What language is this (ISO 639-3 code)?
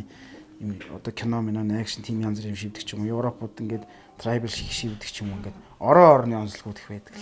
mon